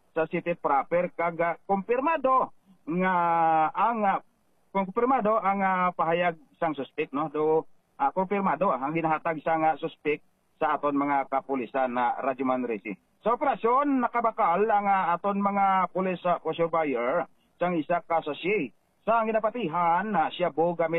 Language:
Hiligaynon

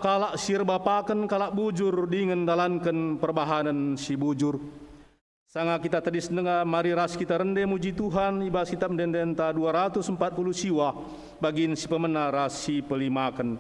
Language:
Batak Karo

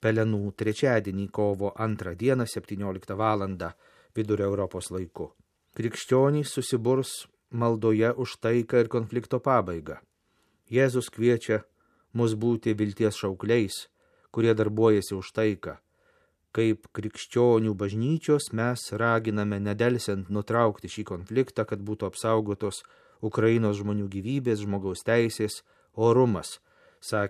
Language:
Lithuanian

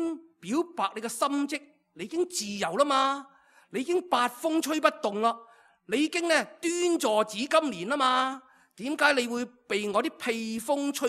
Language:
Cantonese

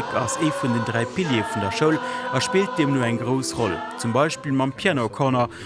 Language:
Luxembourgish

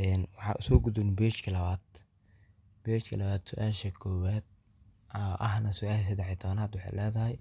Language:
Somali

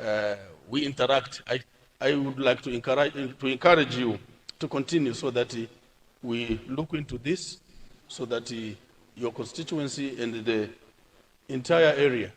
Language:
Nyanja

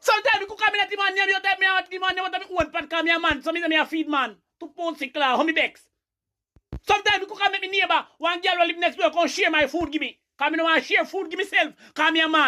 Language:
Jamaican Creole English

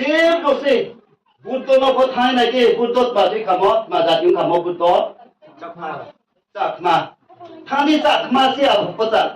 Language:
Riang (India)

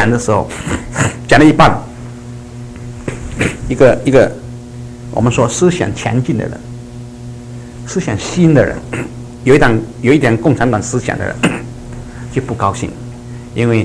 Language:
Chinese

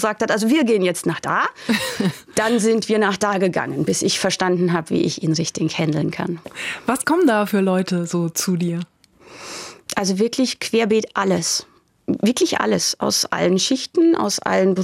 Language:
German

